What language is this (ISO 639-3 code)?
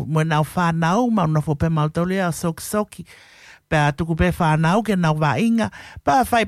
ton